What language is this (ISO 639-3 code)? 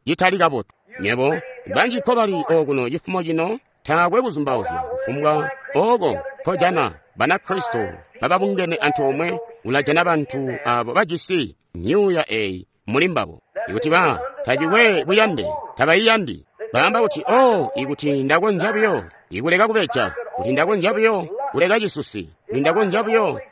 toi